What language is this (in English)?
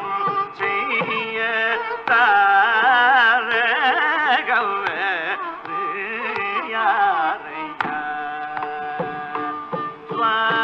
Tamil